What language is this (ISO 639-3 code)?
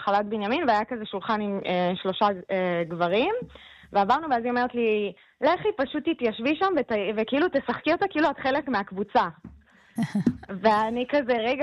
heb